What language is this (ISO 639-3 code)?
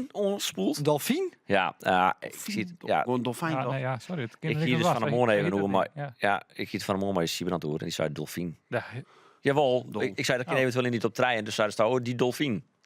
fry